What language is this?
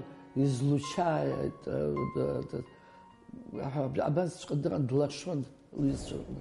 Abkhazian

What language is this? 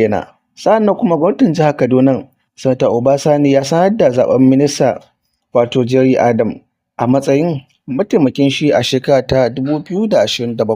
Hausa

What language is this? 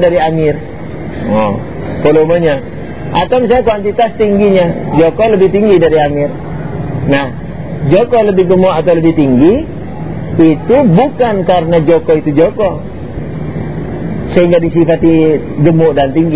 Indonesian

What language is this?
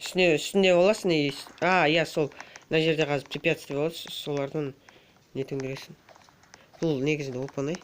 Kazakh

